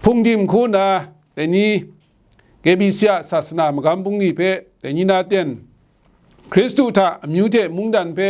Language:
Kachin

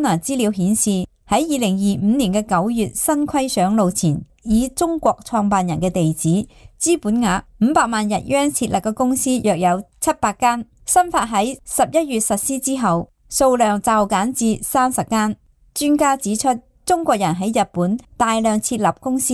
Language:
Cantonese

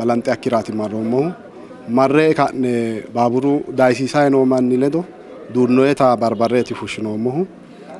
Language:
Sidamo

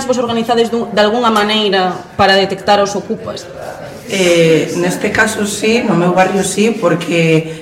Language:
Galician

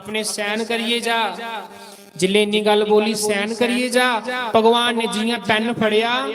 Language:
Dogri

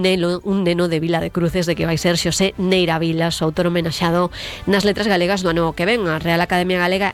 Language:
Galician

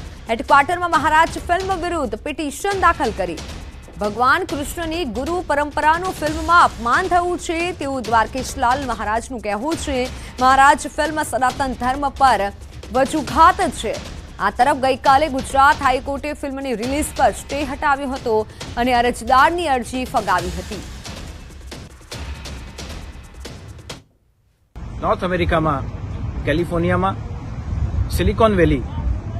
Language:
Gujarati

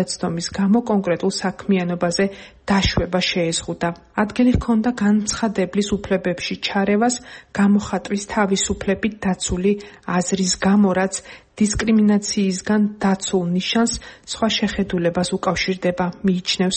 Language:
Georgian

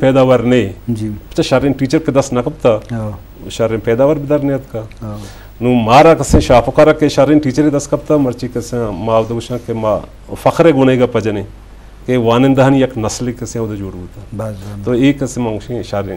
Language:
Eastern Balochi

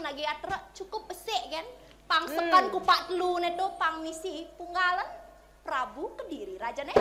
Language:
Balinese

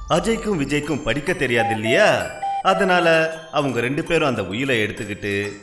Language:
Tamil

